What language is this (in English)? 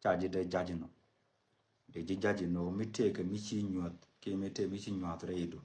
Nuer